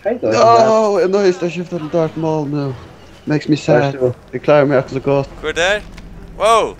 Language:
Faroese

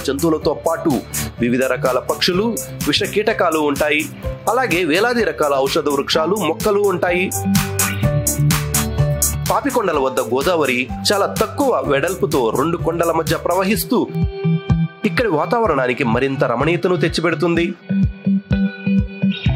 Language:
Telugu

